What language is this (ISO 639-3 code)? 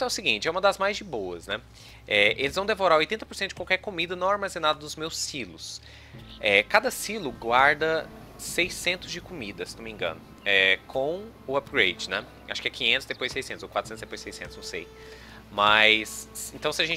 por